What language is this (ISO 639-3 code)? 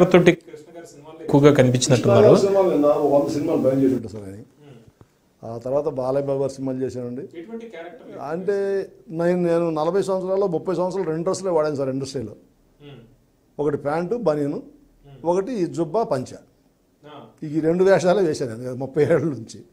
tel